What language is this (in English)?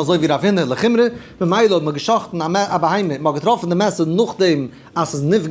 Yiddish